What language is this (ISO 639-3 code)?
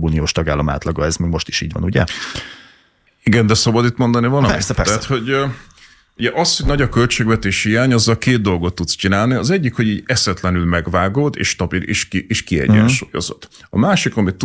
hun